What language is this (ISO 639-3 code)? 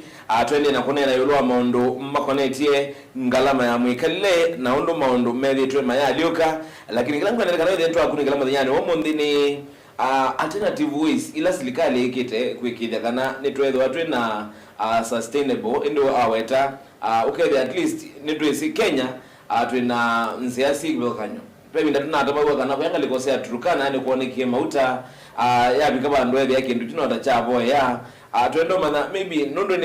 kam